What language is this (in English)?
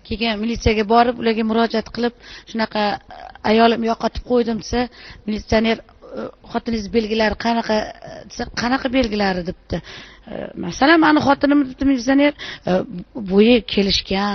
Uzbek